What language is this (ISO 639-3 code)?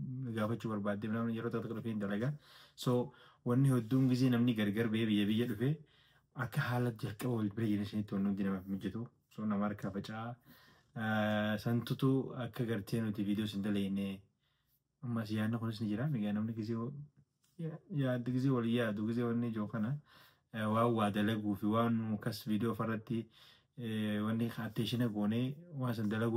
orm